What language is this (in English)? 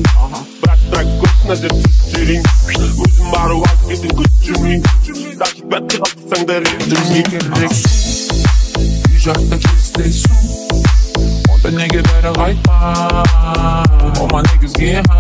Kazakh